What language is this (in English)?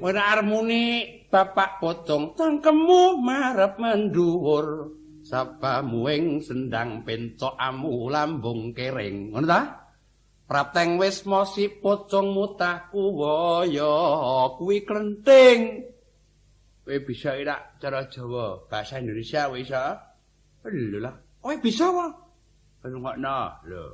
Javanese